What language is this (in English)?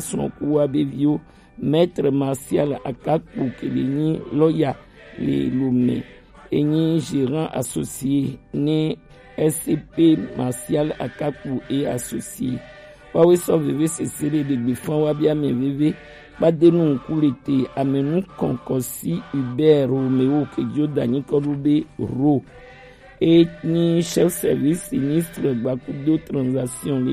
Gen